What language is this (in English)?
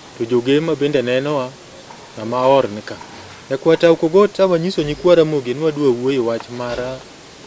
Luo (Kenya and Tanzania)